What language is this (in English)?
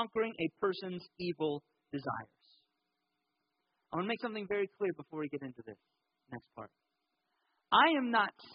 English